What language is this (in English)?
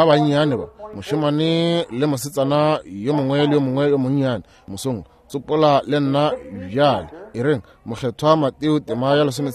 Northern Sotho